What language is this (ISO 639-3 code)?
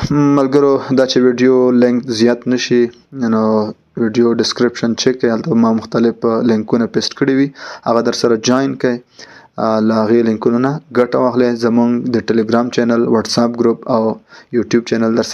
pus